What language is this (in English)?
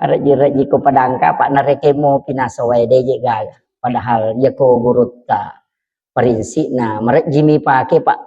Buginese